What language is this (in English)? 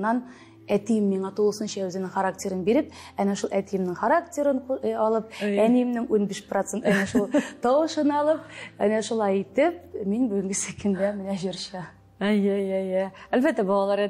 Tatar